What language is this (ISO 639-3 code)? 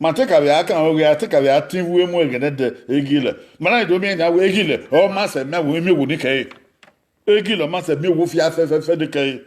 bin